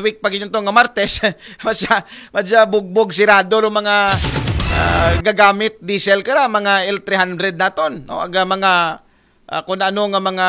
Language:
Aklanon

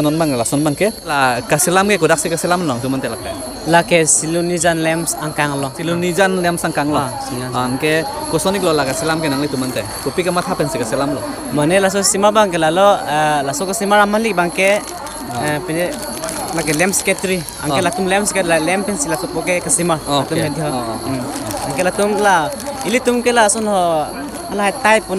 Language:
Karbi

